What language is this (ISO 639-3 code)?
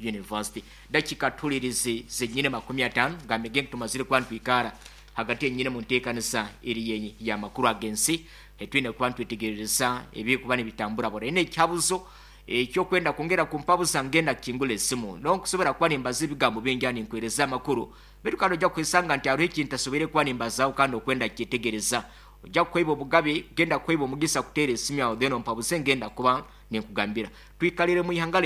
nyn